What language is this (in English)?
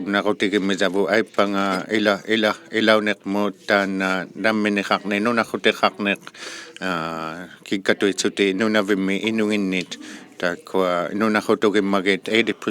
Inuktitut